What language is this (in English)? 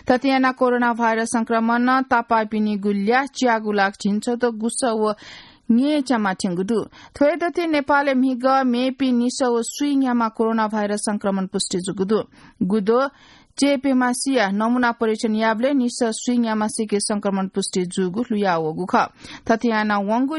Newari